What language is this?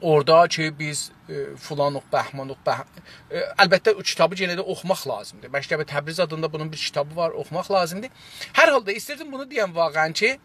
South Azerbaijani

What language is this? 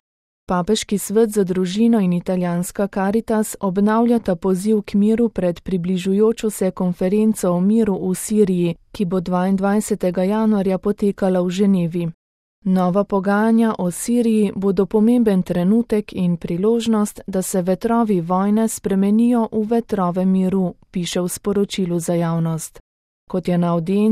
Slovenian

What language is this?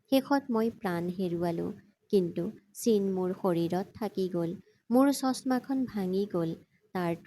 Assamese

